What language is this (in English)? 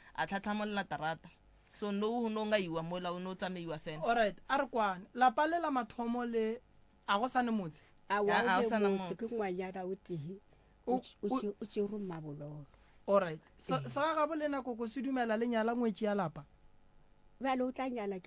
Northern Sotho